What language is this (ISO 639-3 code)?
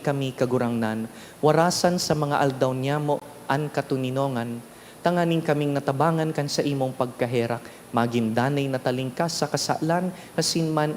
bik